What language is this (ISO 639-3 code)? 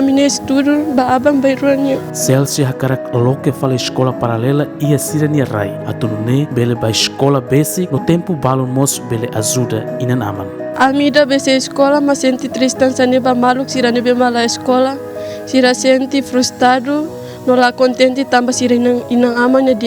tet